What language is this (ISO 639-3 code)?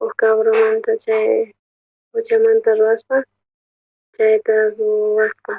quh